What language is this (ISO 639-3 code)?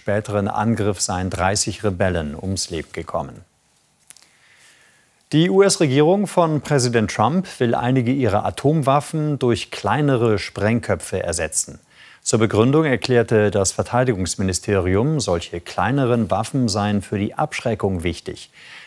deu